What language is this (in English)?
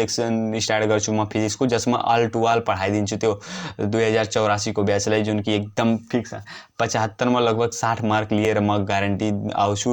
Nepali